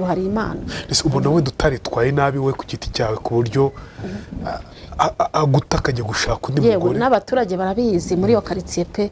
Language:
Kinyarwanda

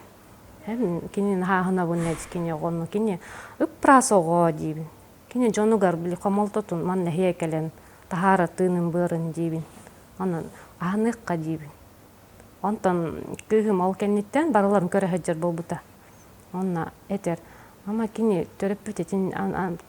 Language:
Yakut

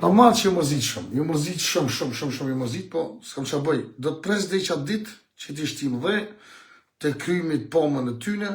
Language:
Albanian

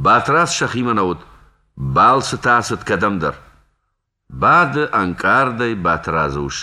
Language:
Ossetic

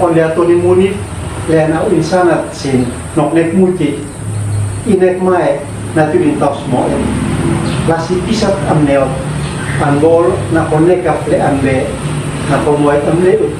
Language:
Uab Meto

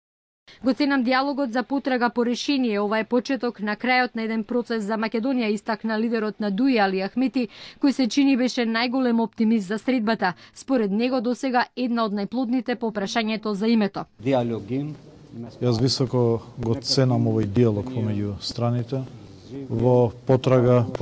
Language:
Macedonian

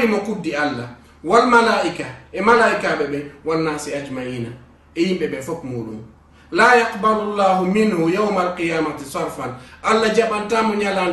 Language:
Fula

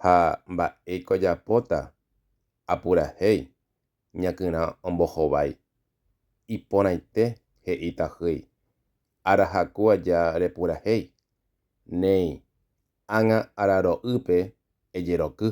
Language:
Guarani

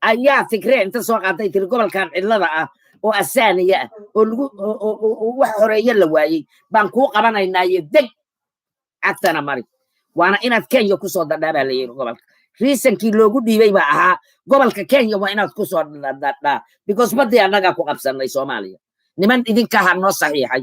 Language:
Somali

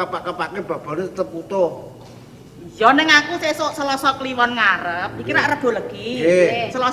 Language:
Javanese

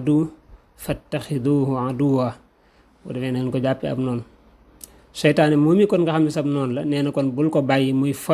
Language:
Wolof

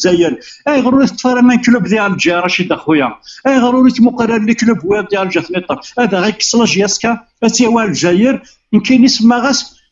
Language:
Kabyle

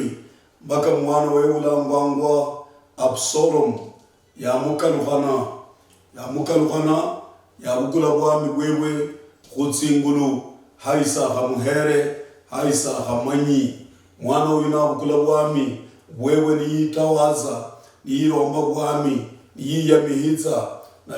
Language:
Luyia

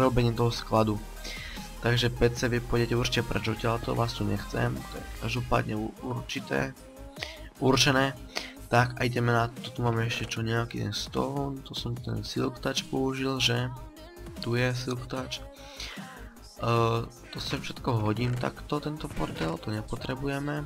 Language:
Slovak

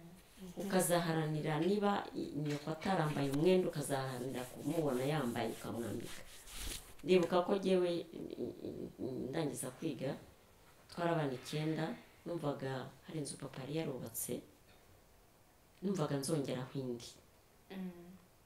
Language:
Kinyarwanda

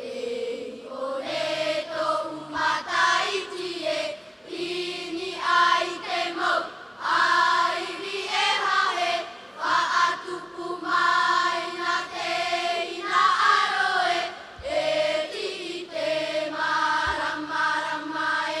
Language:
Tahitian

